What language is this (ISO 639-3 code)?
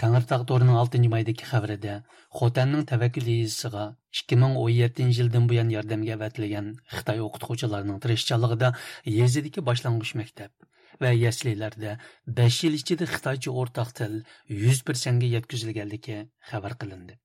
uig